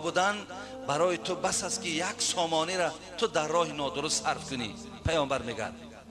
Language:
Tajik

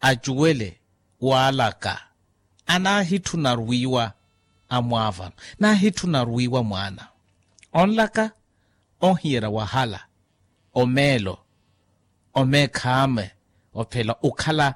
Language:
Makhuwa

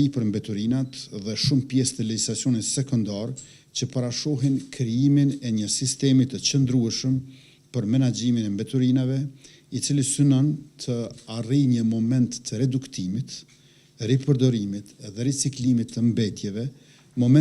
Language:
Albanian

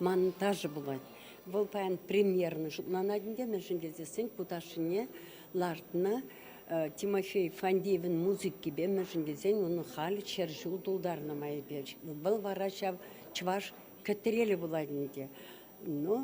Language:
Chuvash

